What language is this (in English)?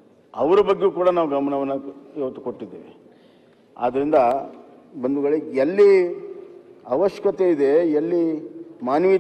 Kannada